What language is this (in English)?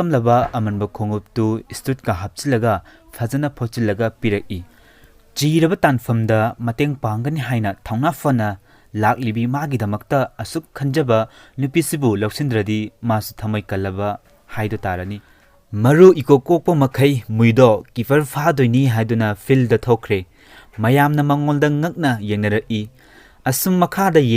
Manipuri